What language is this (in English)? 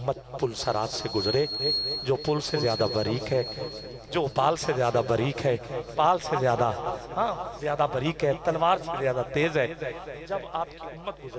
Urdu